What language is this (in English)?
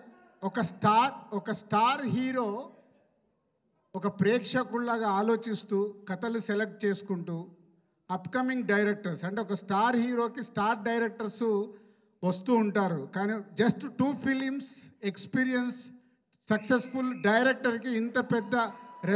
Telugu